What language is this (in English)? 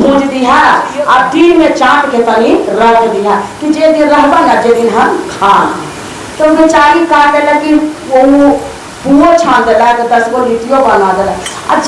Magahi